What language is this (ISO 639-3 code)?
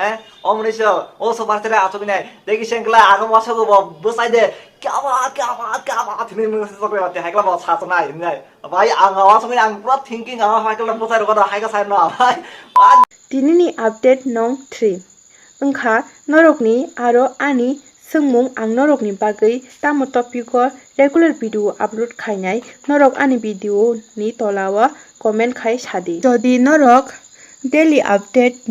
trp